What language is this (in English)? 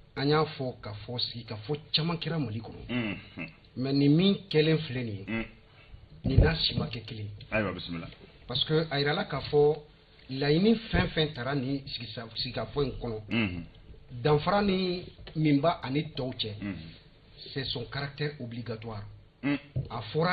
Bambara